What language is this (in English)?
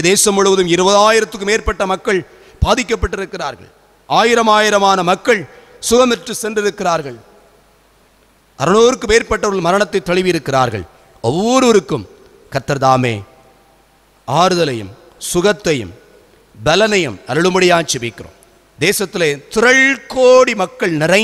Tamil